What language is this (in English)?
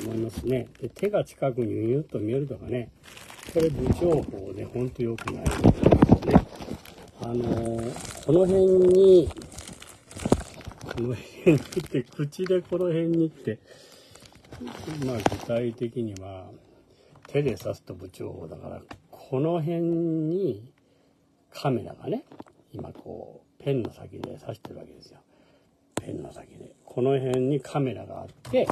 Japanese